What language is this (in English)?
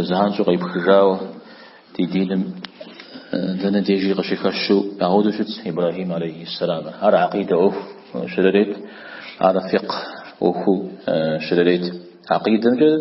Kabardian